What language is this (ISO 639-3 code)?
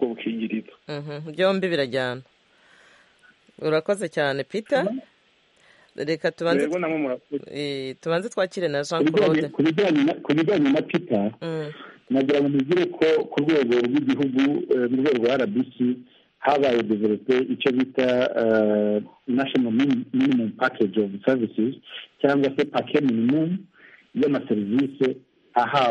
kin